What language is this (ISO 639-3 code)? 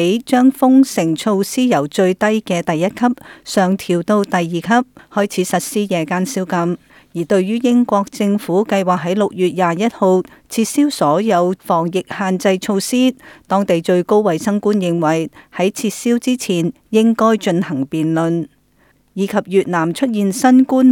yue